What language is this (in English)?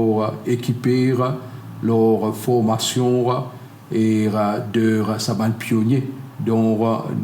Morisyen